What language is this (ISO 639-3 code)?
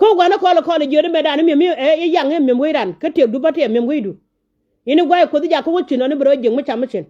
nus